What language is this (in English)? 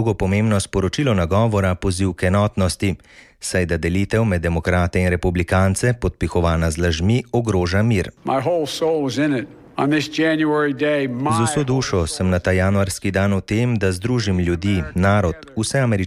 Slovenian